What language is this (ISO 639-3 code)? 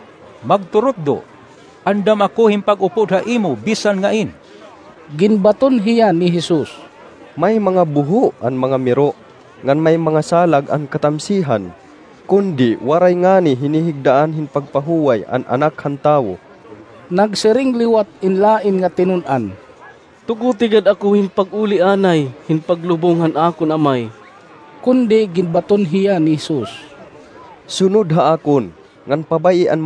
war